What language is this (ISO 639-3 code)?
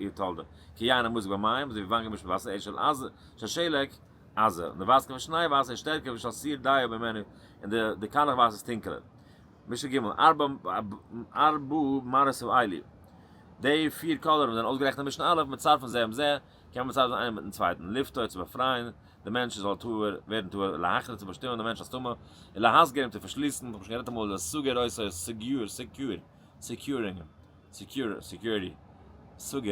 yid